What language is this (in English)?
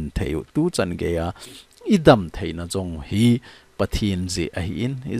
Thado Chin